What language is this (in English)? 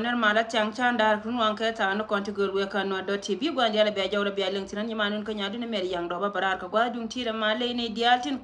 Nuer